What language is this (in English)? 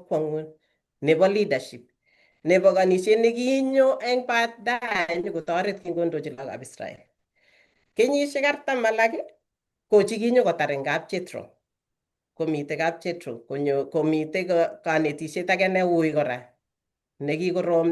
Kalenjin